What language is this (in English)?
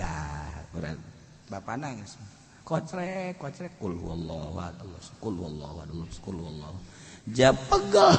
Sundanese